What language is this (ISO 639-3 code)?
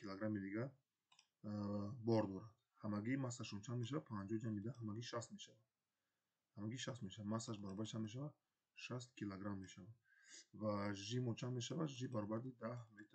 tgk